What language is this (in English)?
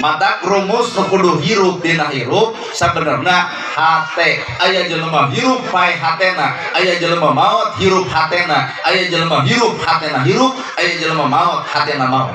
Sundanese